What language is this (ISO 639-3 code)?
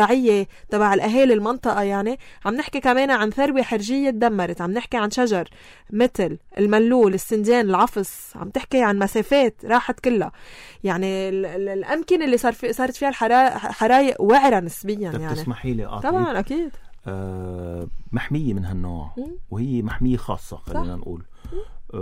apc